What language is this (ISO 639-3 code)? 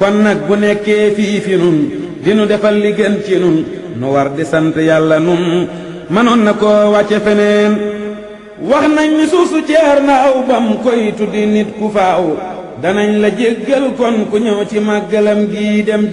wol